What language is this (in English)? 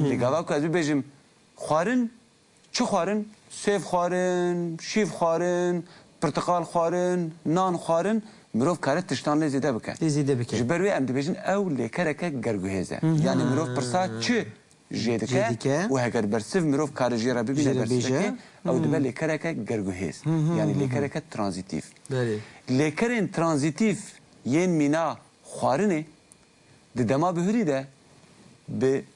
Kurdish